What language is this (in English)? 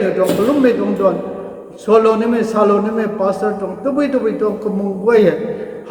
Rongmei Naga